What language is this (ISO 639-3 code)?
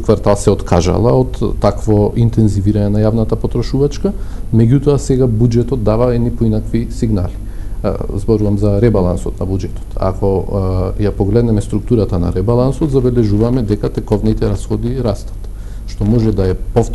mkd